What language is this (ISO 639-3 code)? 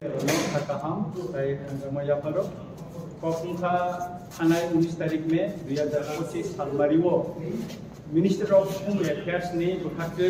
trp